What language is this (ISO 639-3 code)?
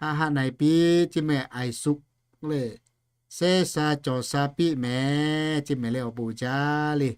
lhu